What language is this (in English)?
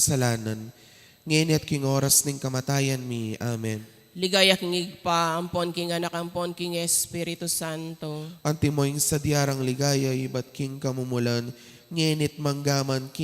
Pampanga